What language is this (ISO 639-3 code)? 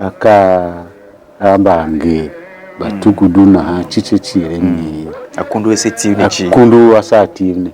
tiv